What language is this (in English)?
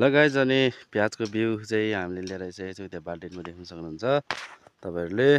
Nepali